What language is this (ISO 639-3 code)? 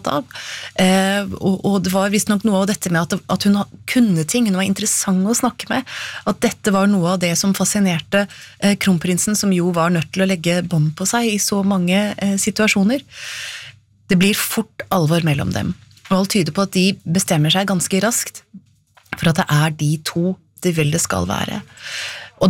nor